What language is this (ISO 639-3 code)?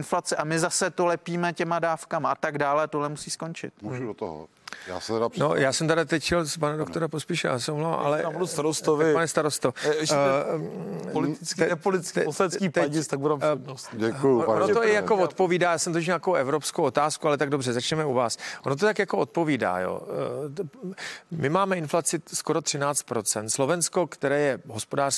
ces